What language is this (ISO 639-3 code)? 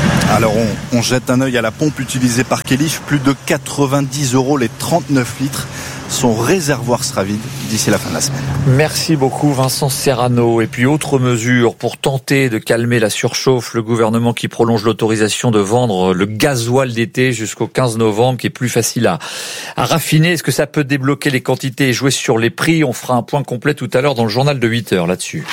fra